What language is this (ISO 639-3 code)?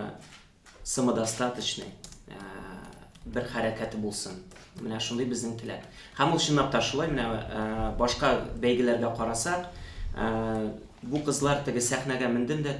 tat